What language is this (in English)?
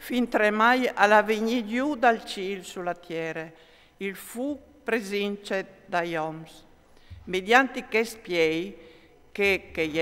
Friulian